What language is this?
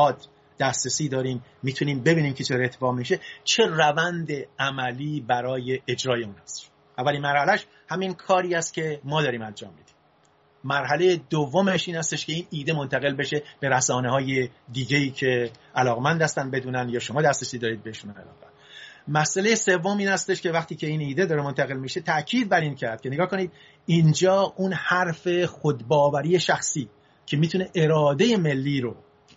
Persian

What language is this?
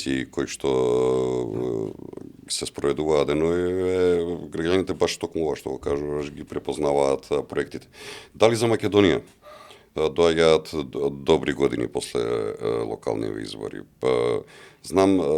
Macedonian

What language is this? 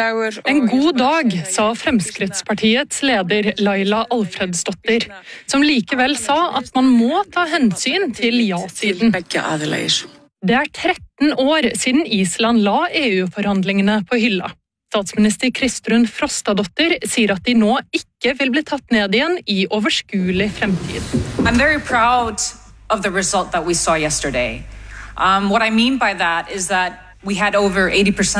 Norwegian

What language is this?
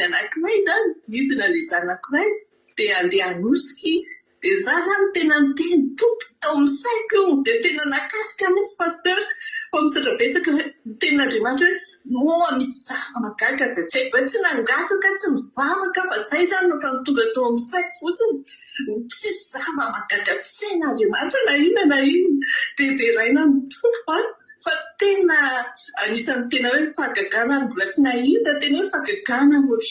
Malagasy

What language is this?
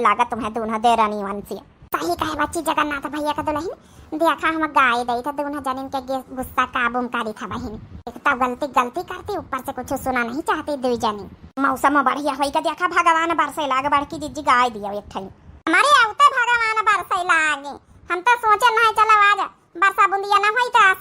Awadhi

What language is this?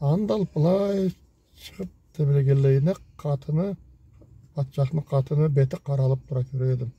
Karachay-Balkar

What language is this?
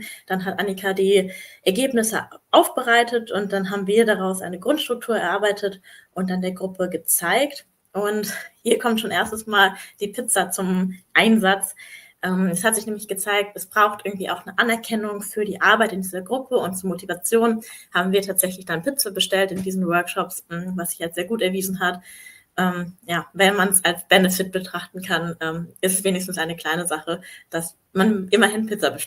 German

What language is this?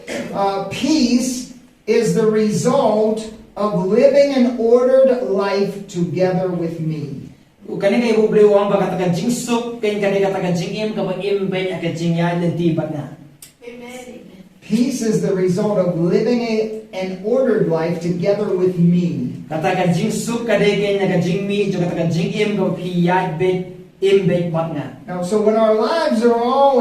Khasi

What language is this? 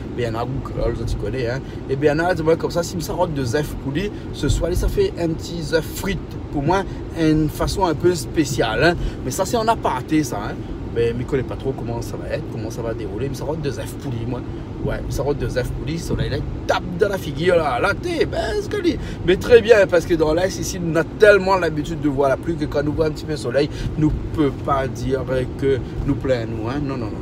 Réunion Creole French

